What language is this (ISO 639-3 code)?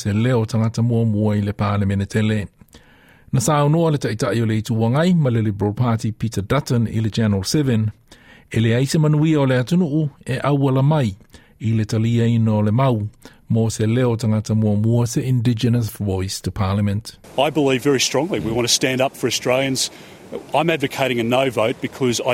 smo